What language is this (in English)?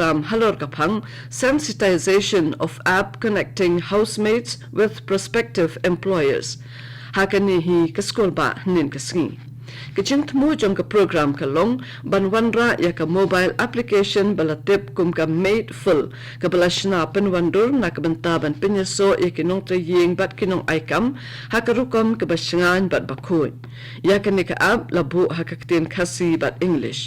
Khasi